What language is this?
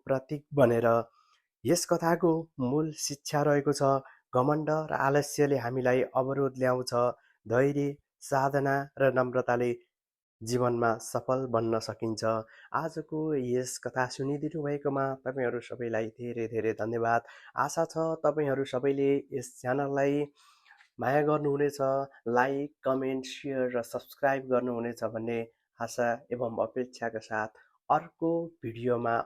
Nepali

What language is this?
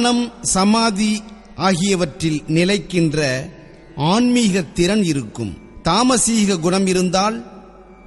Tamil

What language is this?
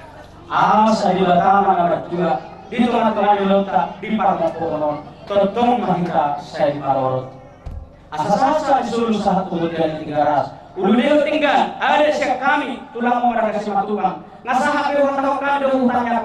Batak Toba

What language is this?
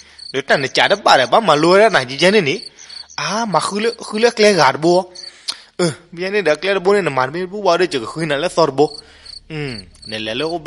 S'gaw Karen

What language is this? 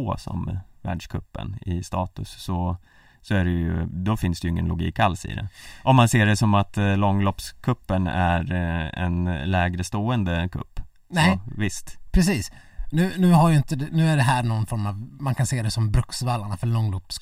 Swedish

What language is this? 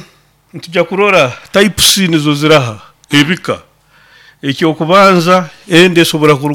Nyoro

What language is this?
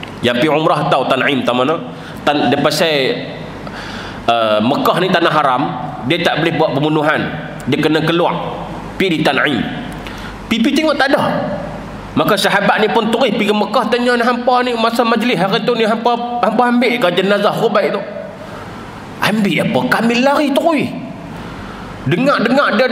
Malay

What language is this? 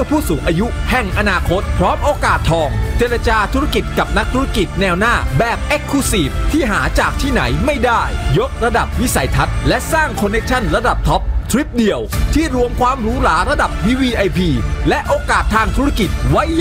Thai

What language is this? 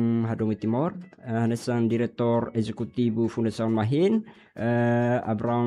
Tetum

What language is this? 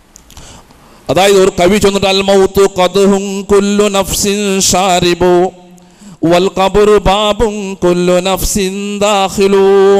Malayalam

